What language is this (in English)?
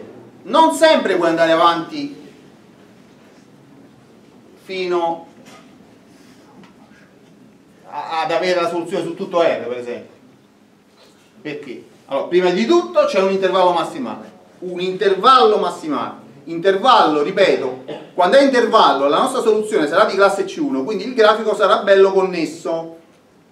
Italian